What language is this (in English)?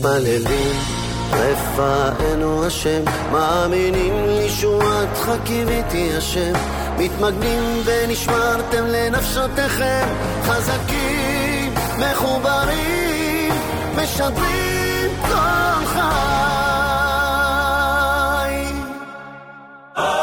Hebrew